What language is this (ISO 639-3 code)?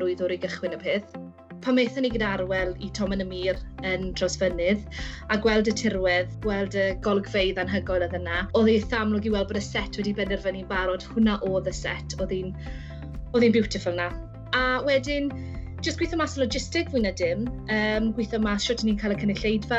cym